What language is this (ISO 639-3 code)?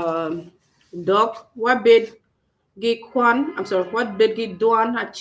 ach